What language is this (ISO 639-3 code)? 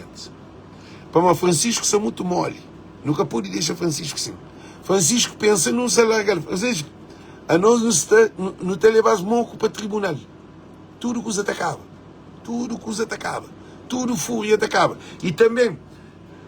kea